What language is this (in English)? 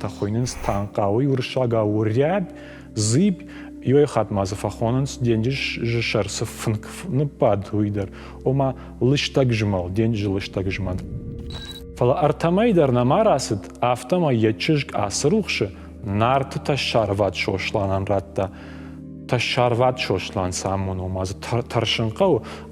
Ossetic